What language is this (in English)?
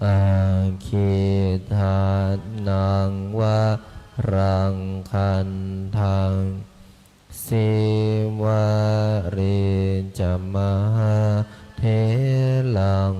Pali